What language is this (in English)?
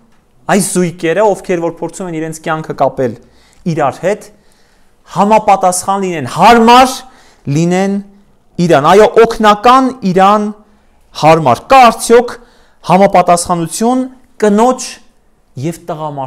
Armenian